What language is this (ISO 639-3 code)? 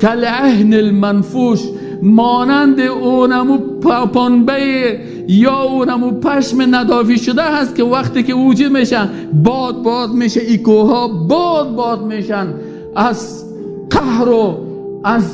tgk